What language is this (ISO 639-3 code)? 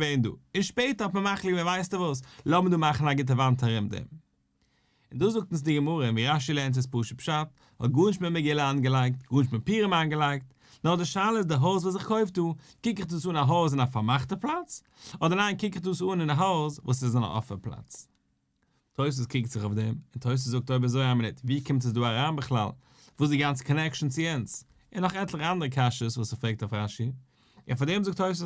yid